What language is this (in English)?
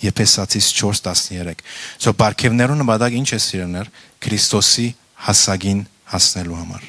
Western Armenian